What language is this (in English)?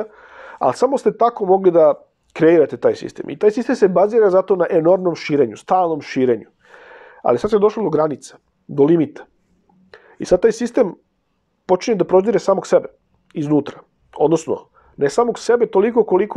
Serbian